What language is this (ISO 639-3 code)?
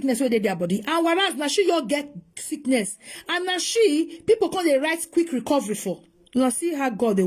pcm